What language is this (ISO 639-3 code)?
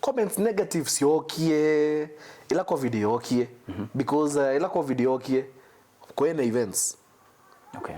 kam